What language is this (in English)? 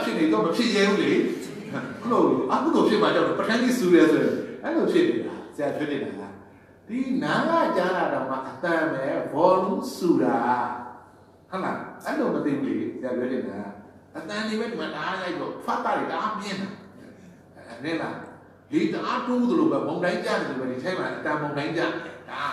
Burmese